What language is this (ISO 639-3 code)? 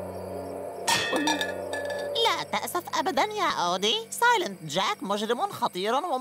ara